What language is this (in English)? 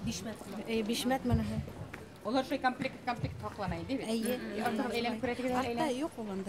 Bashkir